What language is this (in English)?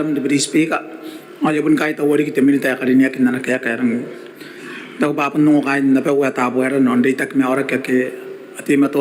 Gilbertese